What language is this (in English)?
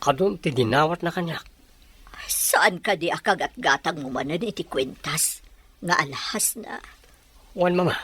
Iloko